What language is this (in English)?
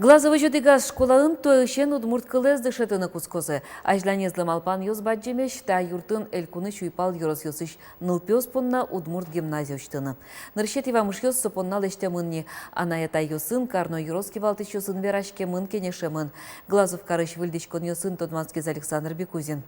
Udmurt